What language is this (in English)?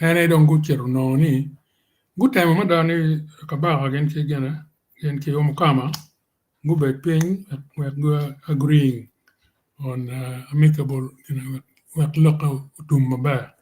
Acoli